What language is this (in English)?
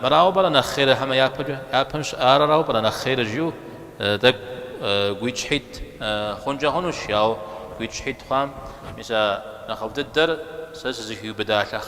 Kabardian